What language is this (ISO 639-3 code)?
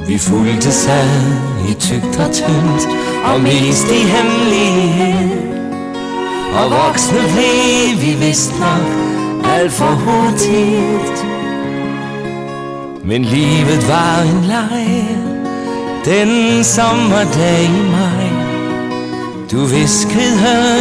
dan